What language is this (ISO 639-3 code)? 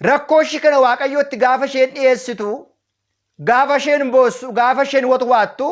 orm